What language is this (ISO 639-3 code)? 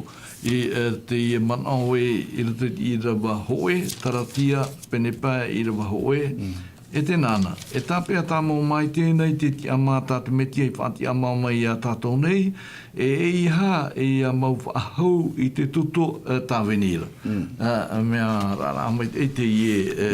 tah